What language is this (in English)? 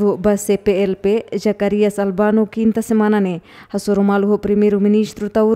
Tetum